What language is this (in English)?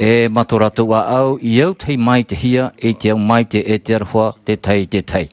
Tahitian